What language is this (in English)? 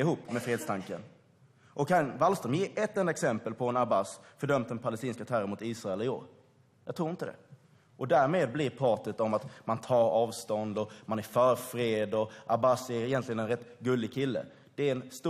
Swedish